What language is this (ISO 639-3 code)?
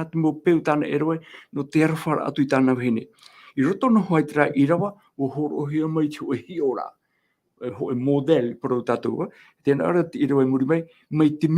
tah